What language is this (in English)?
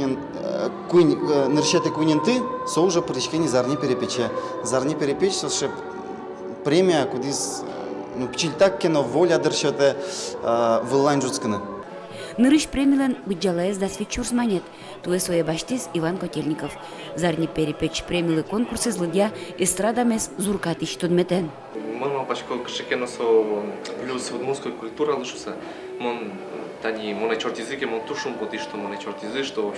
Udmurt